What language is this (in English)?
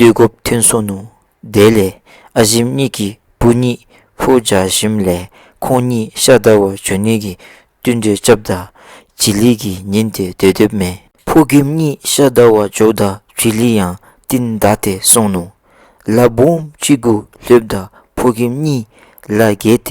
Dzongkha